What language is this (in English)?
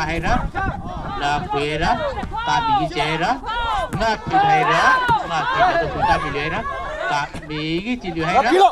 Tangkhul Naga (India)